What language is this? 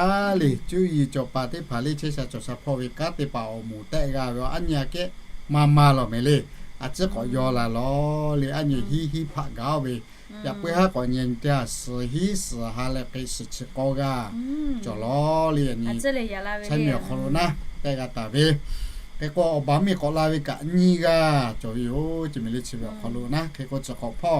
Lahu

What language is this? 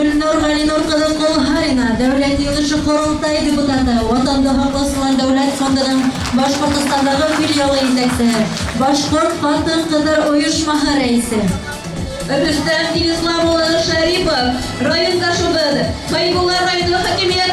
Bashkir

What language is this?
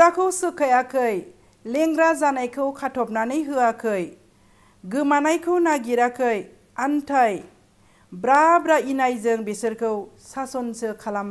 Bodo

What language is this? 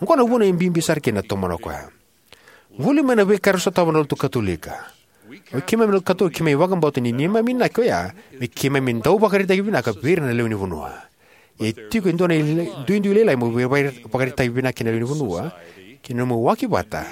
Fijian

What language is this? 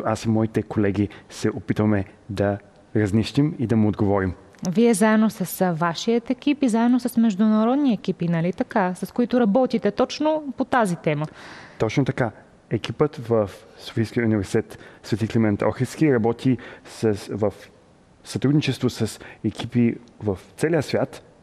Bulgarian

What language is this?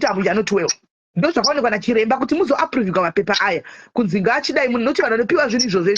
Shona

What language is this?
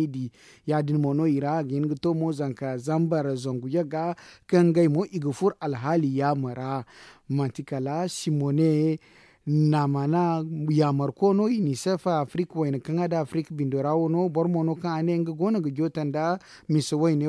Zarma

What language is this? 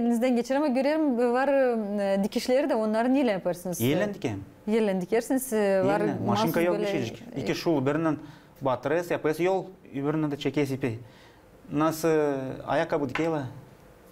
Gagauz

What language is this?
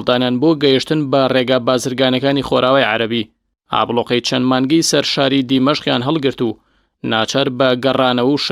Central Kurdish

